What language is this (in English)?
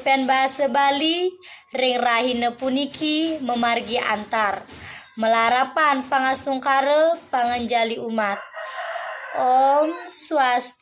Balinese